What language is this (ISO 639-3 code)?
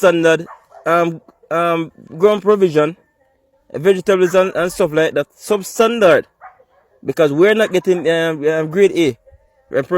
jam